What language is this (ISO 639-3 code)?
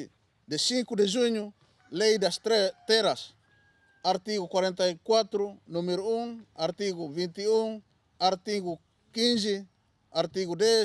tet